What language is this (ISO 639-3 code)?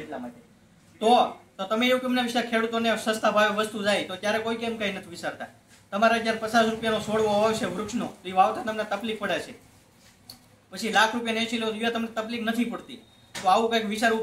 guj